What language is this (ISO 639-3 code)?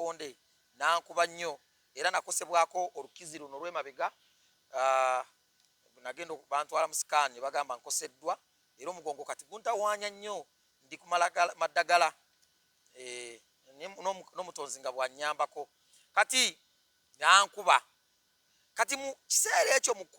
lug